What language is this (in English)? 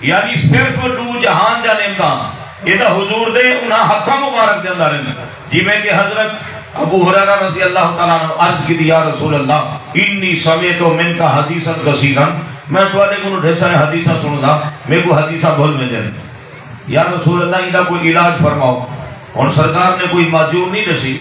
Saraiki